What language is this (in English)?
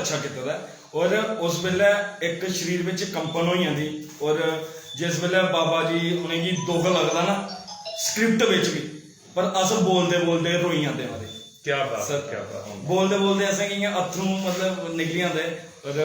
Dogri